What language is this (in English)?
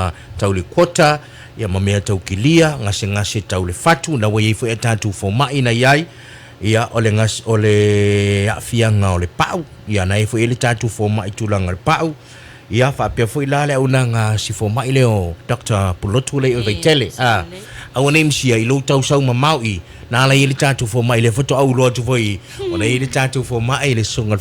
Samoan